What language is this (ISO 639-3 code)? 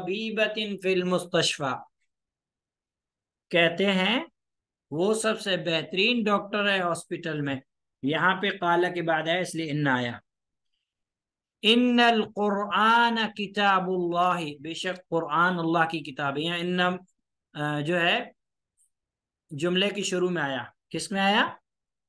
urd